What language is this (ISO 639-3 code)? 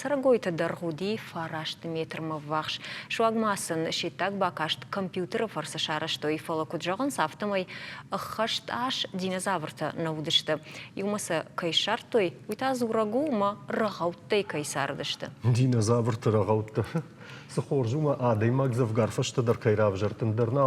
oss